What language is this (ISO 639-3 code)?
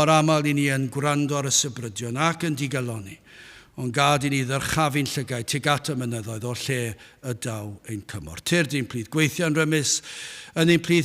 cym